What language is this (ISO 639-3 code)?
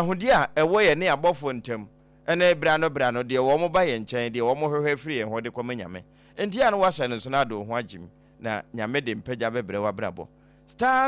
aka